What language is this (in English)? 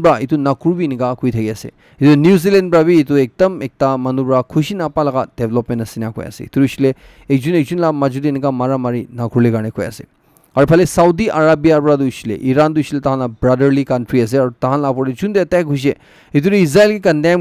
Naga Pidgin